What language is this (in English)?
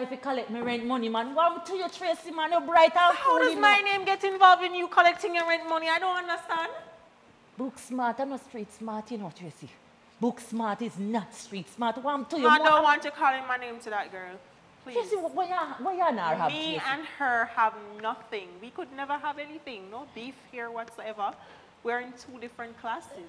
Jamaican Creole English